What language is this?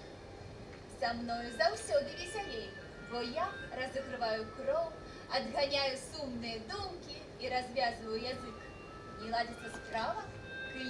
Belarusian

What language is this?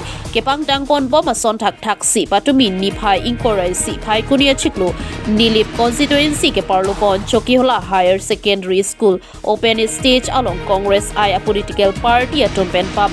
Karbi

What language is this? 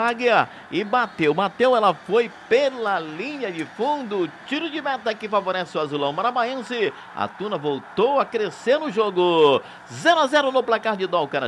Portuguese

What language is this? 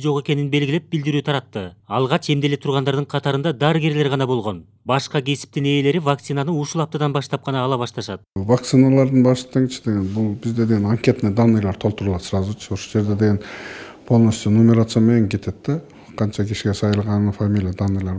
Kyrgyz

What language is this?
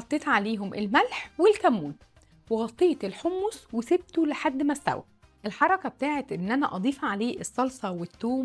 Egyptian Arabic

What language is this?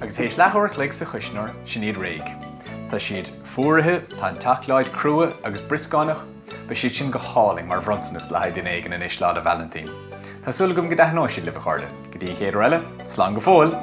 Irish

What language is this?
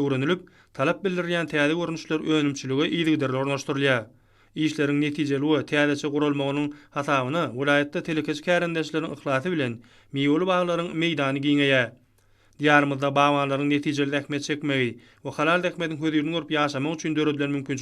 Turkmen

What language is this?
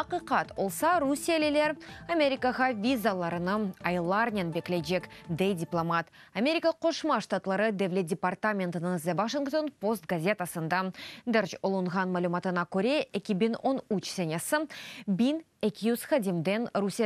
Crimean Tatar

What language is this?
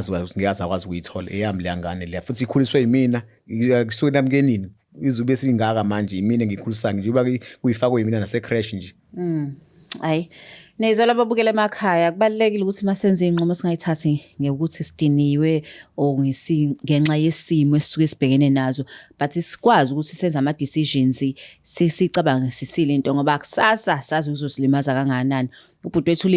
Zulu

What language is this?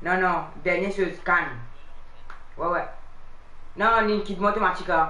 Morisyen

